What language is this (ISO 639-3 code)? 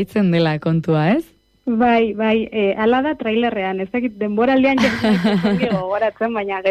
eus